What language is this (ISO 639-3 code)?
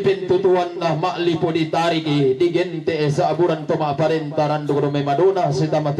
sda